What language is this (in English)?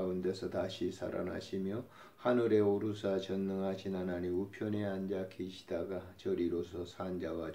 Korean